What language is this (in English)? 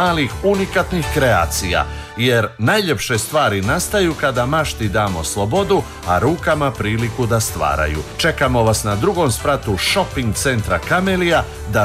Serbian